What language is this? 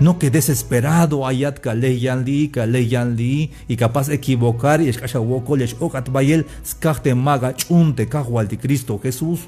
Tzeltal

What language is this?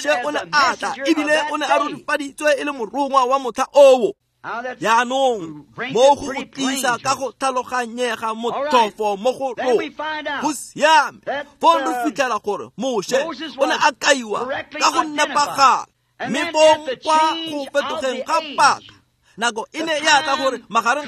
Tswana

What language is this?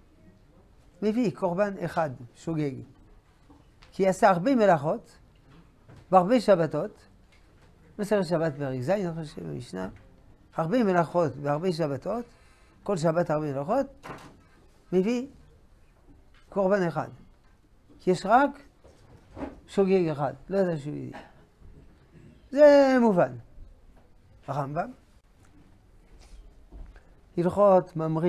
Hebrew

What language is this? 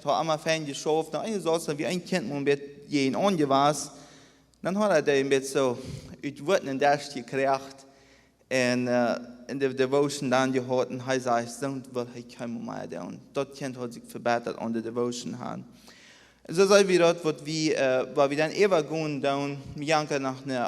Plautdietsch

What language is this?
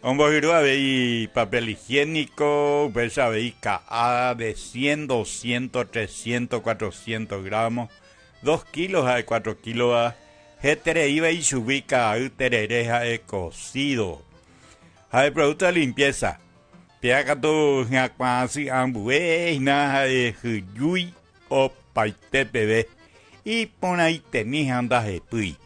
Guarani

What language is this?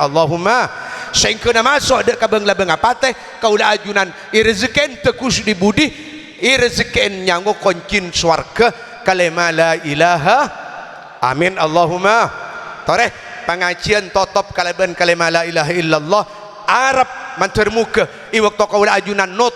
Madurese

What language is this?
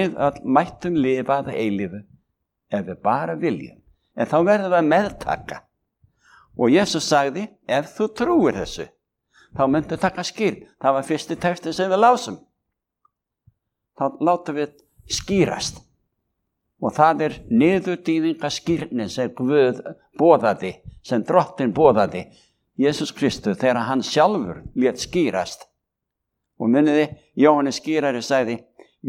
Icelandic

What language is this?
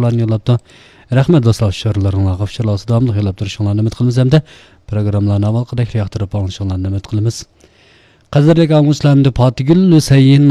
Uyghur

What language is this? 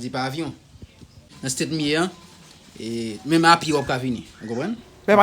Haitian Creole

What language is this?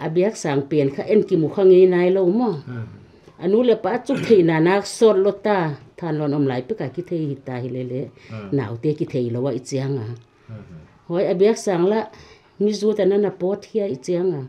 Paite Chin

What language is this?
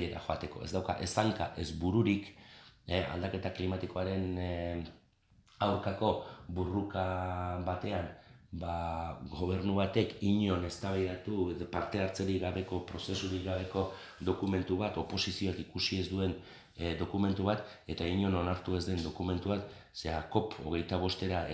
Basque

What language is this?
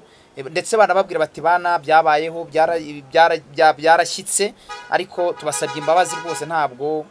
Kinyarwanda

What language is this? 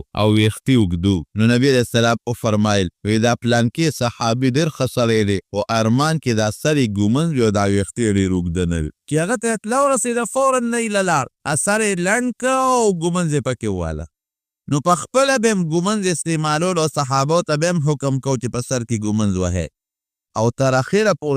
Pashto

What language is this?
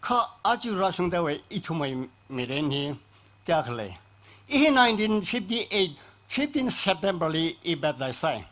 Tangkhul Naga (India)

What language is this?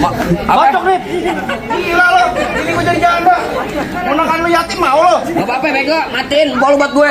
Betawi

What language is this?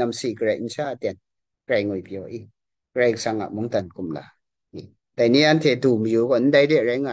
Kachin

